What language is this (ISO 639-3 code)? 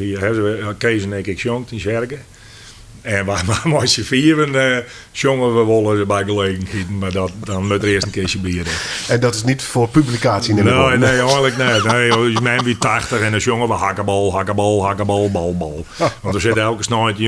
fry